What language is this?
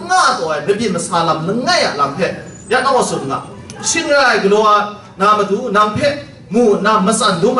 Kachin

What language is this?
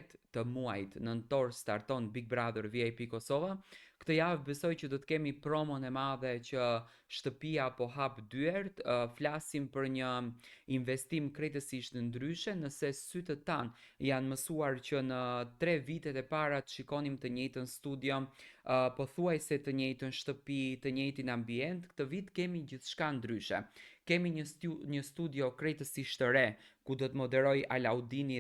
Albanian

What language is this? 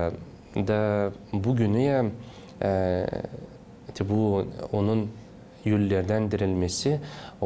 Gagauz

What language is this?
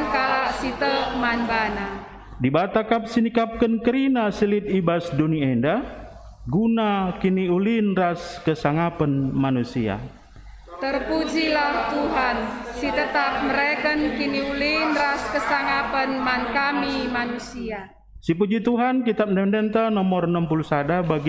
Batak Karo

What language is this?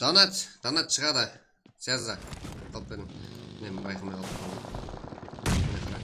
Kara-Kalpak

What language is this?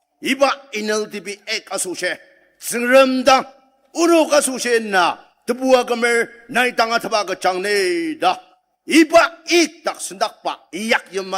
Ao Naga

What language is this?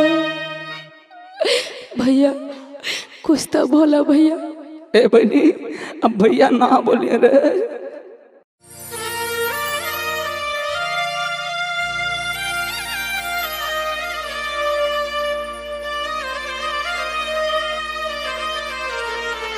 Bhojpuri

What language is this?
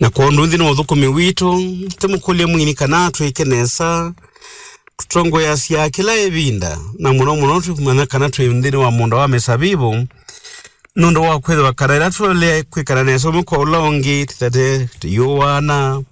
Kamba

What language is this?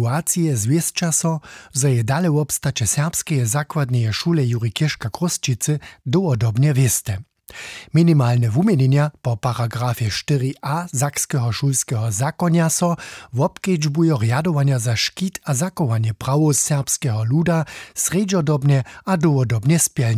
Upper Sorbian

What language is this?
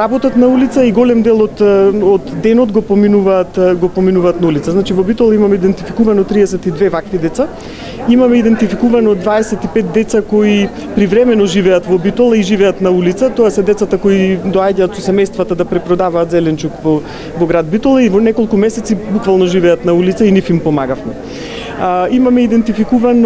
Macedonian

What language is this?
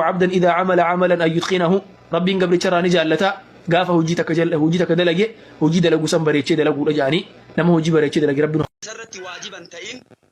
Oromo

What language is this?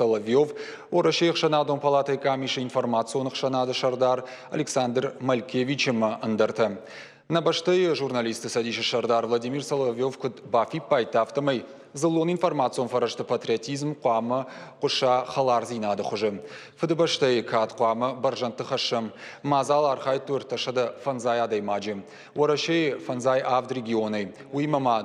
Ossetic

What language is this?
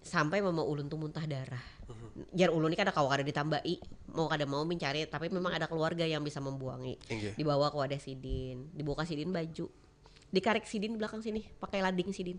Banjar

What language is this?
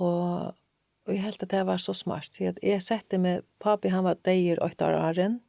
Faroese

